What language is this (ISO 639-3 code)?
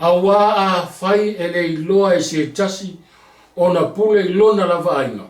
smo